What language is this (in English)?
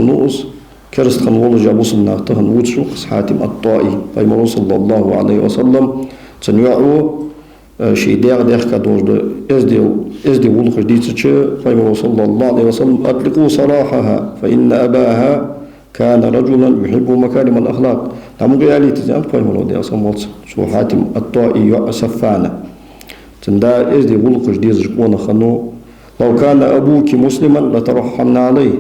Ingush